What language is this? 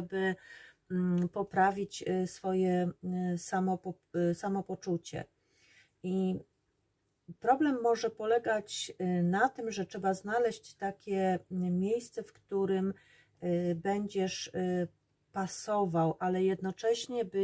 Polish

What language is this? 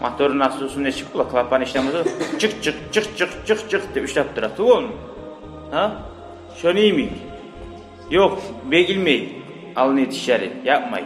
Kumyk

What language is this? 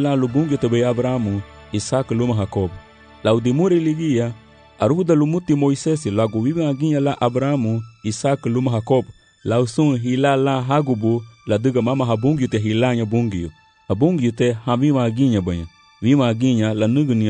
Garifuna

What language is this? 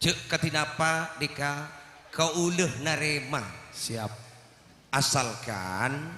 Madurese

